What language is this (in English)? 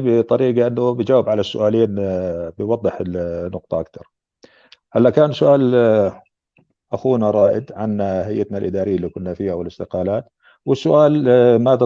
North Levantine Arabic